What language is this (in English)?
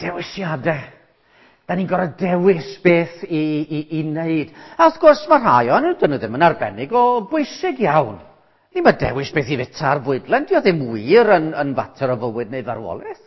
Welsh